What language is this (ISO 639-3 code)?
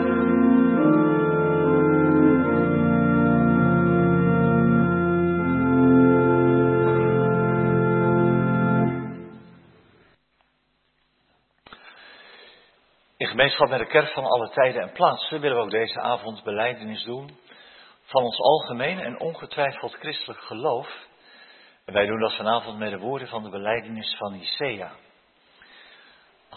nld